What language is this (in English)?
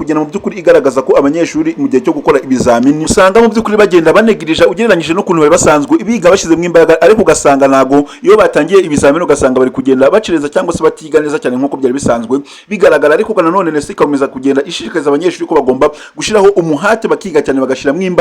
Kinyarwanda